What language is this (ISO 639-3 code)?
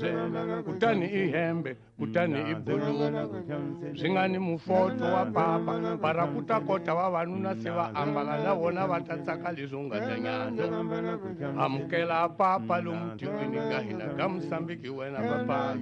tso